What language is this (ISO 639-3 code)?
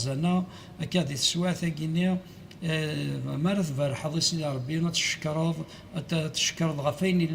kab